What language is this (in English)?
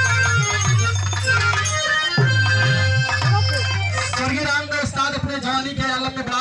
Bhojpuri